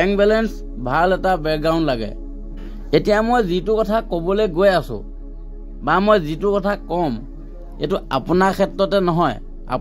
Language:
Assamese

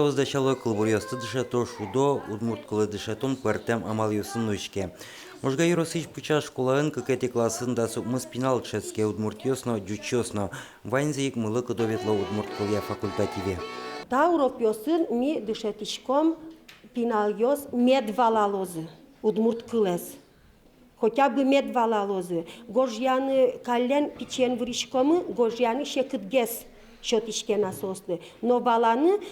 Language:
Udmurt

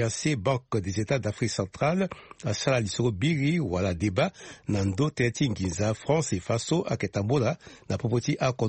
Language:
Sango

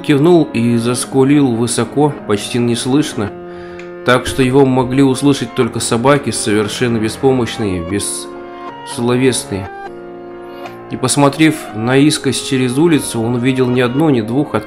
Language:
Russian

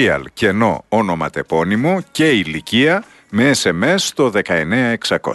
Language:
Greek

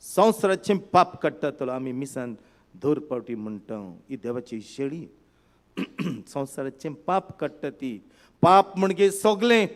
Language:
Konkani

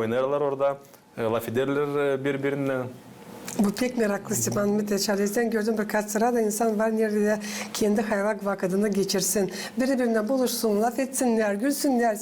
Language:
Gagauz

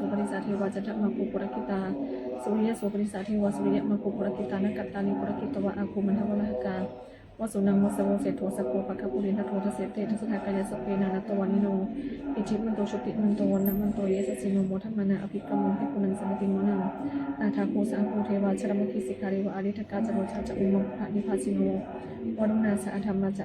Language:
Pali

